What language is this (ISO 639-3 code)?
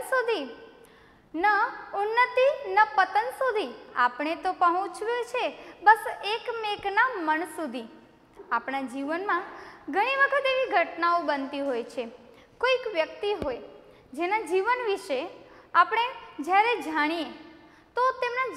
guj